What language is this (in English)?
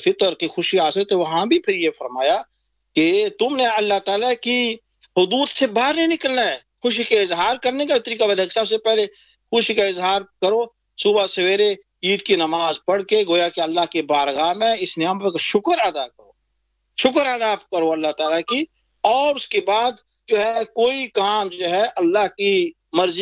Urdu